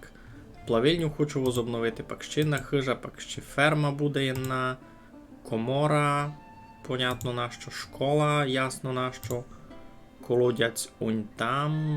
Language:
Rusyn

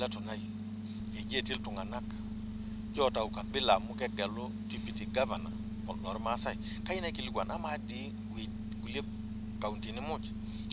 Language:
Masai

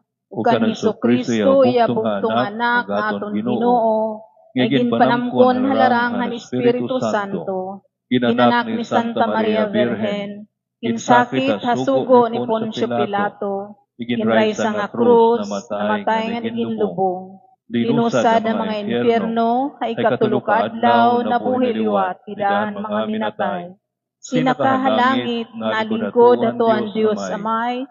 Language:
Waray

